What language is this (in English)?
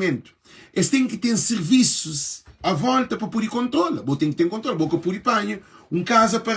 Kabuverdianu